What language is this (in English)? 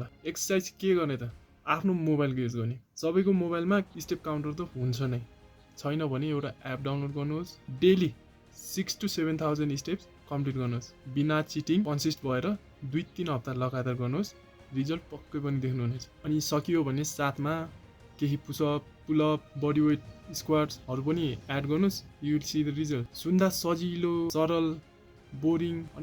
Nepali